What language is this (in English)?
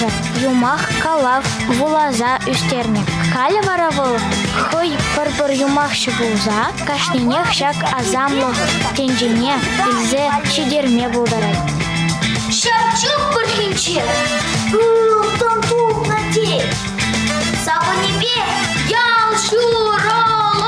Chuvash